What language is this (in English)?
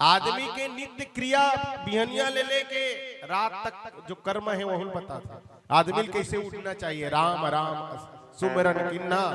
Chhattisgarhi